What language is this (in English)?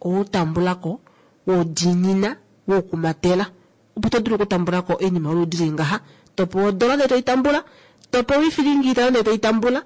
Kuanyama